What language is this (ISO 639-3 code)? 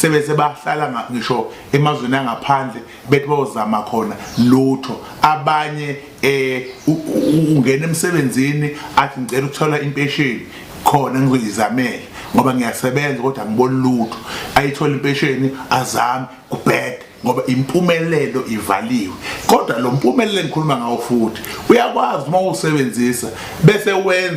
zul